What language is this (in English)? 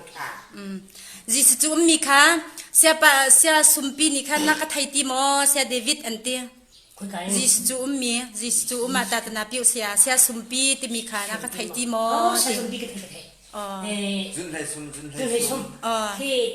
Falam Chin